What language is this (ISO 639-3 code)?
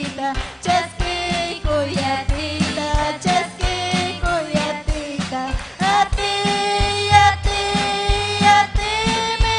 quy